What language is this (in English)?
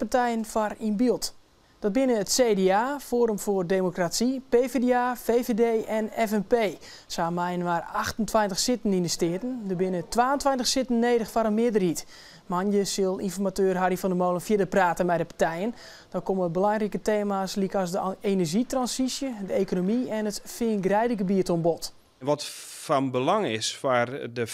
Western Frisian